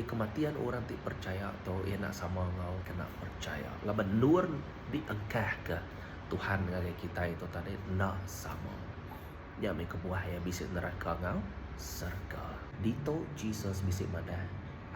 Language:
Iban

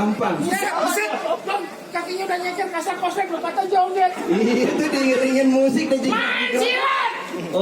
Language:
Betawi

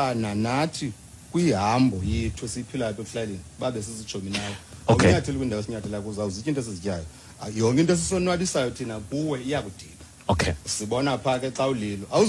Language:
Xhosa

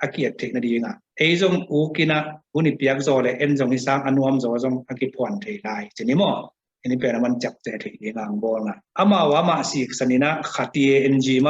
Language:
Tedim Chin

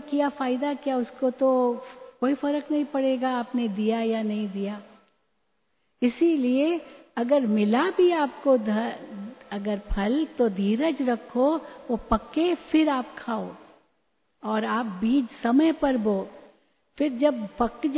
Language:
Hindi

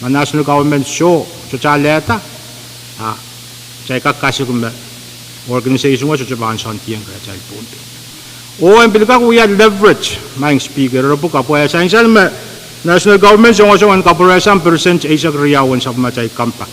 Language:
Pohnpeian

